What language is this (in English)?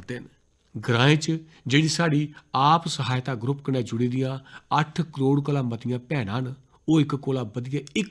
Dogri